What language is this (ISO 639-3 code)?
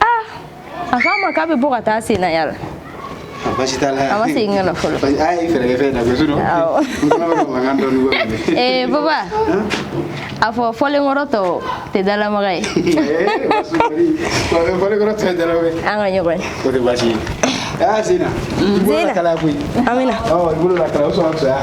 bam